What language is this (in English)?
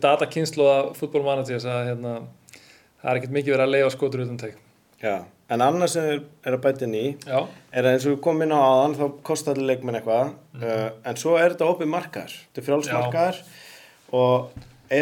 Icelandic